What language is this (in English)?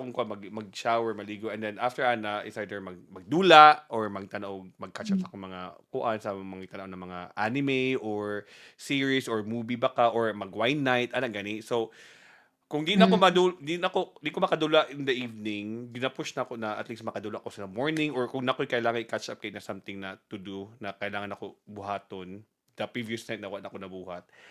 Cebuano